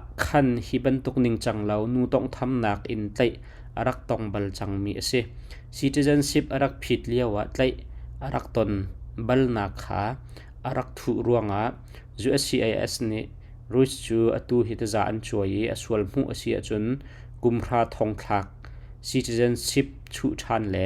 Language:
Hakha Chin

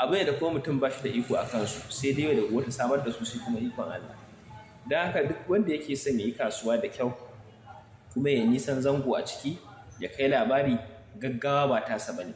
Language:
Hausa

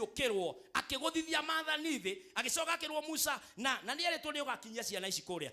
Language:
Kikuyu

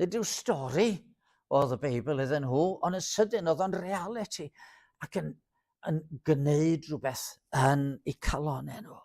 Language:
Welsh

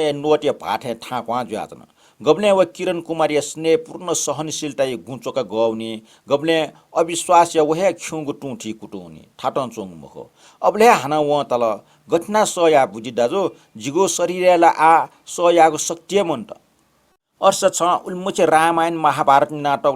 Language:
Newari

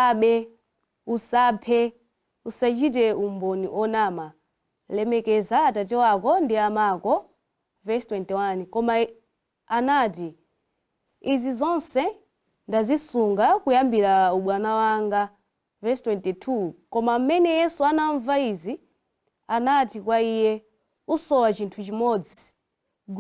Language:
Nyanja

